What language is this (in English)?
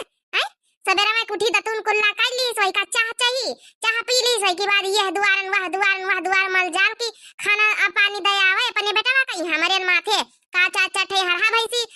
Awadhi